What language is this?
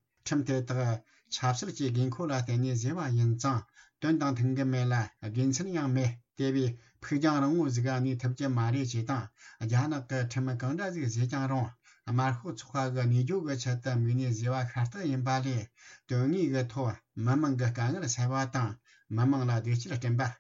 Tibetan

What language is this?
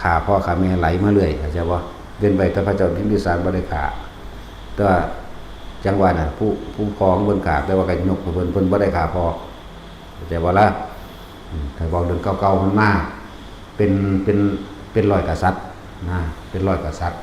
Northeastern Thai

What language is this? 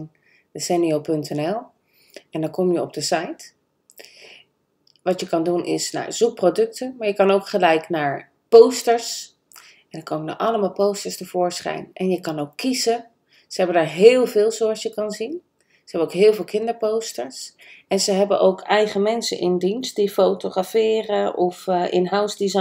Dutch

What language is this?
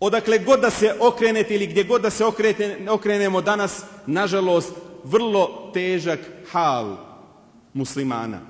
Bosnian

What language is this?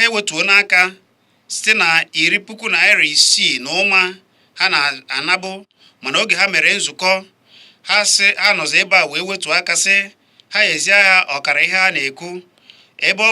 Igbo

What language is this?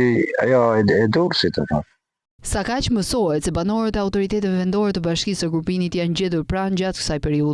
Albanian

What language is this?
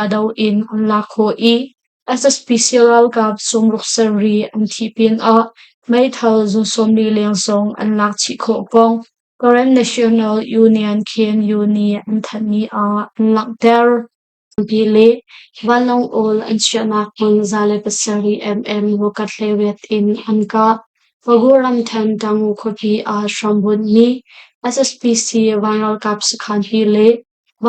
Hakha Chin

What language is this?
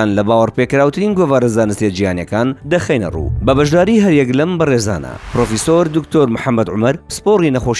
Central Kurdish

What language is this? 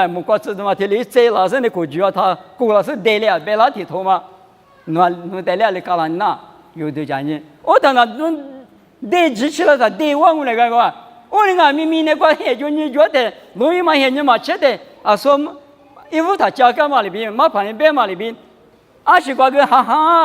Lisu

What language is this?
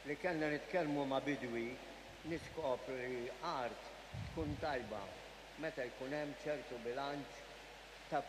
Maltese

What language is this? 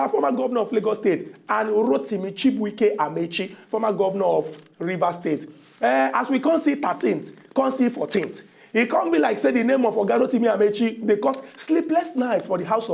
Nigerian Pidgin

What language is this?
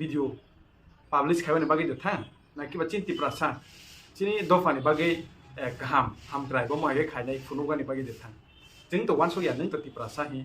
Kok Borok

